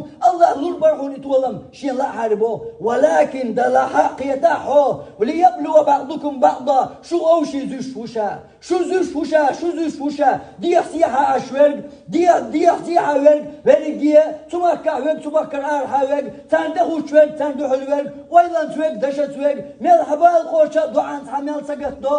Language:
Chechen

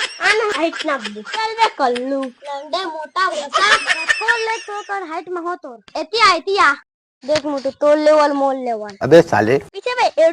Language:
Chhattisgarhi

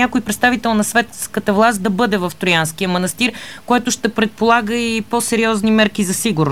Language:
Bulgarian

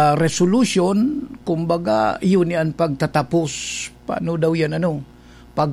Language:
Bikol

